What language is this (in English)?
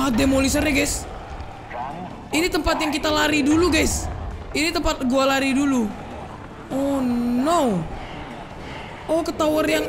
Indonesian